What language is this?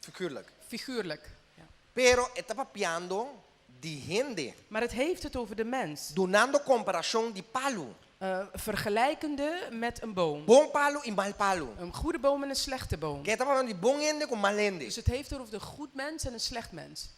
Papiamento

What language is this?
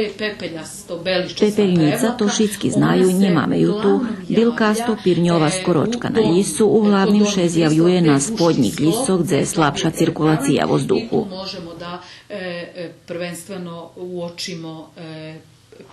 Rusyn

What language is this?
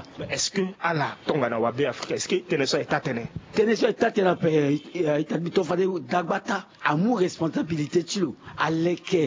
Sango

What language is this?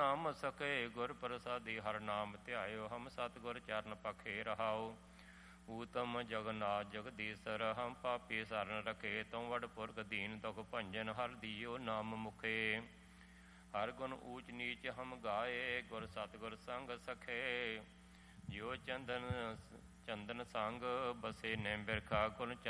Punjabi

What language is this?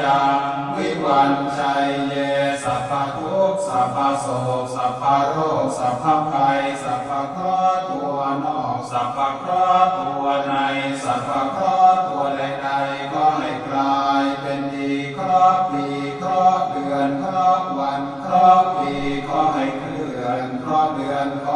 Pali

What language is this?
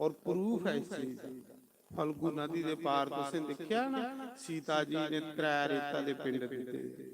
Dogri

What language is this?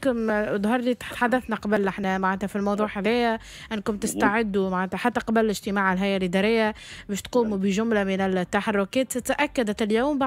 Tunisian Arabic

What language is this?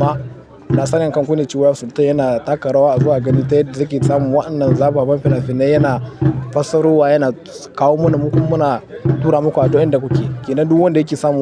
Hausa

